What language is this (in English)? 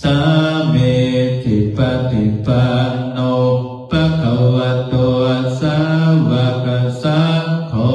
Pali